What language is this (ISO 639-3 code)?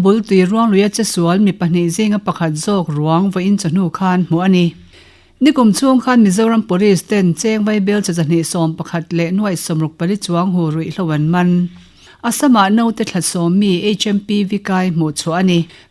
lus